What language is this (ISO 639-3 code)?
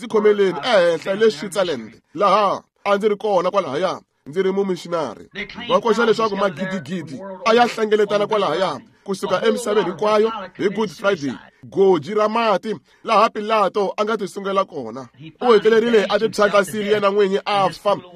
tso